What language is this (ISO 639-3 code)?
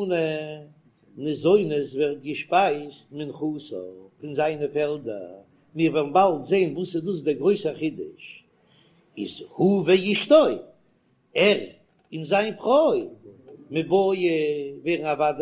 yid